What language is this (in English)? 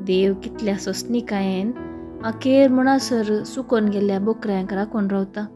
Konkani